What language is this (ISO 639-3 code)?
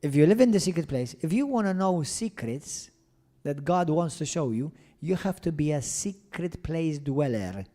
eng